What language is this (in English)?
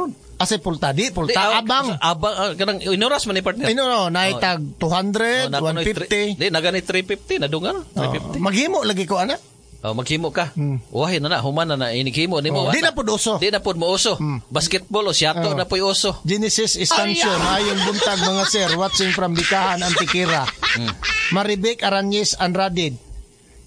Cebuano